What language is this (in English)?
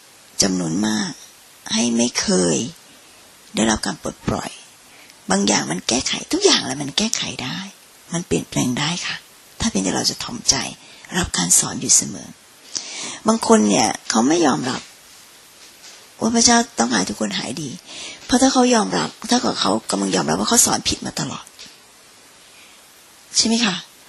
Thai